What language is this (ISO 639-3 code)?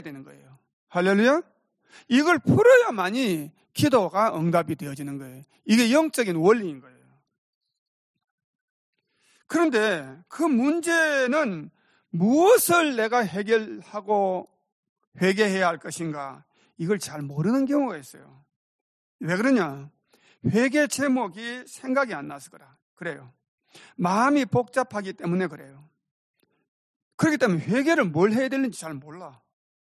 kor